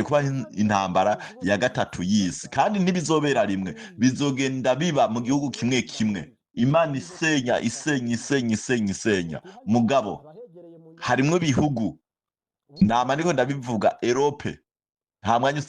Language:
Rundi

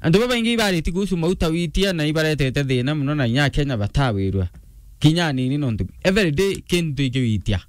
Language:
Meru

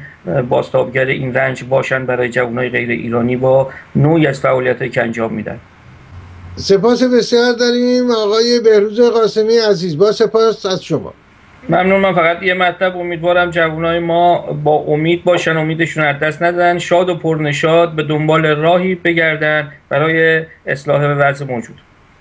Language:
Persian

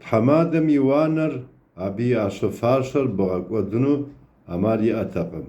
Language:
Kabardian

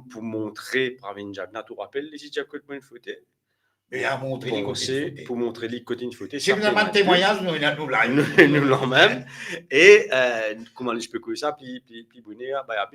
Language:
Morisyen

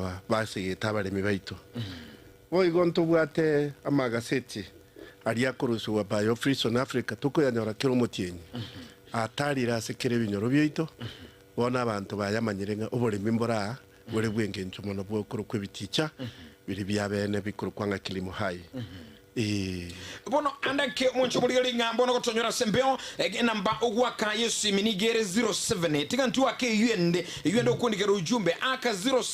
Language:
Gusii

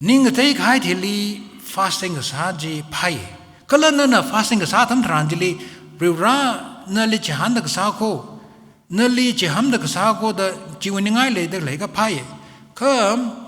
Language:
Tangkhul Naga (India)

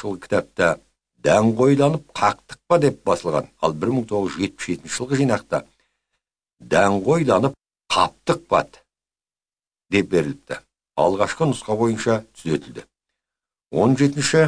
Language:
Kazakh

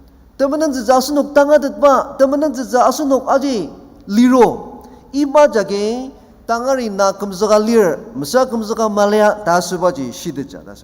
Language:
Ao Naga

